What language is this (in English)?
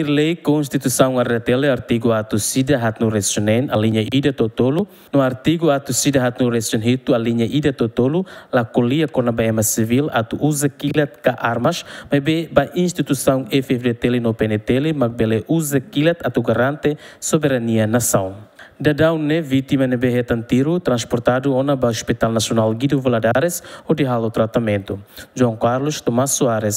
Tetum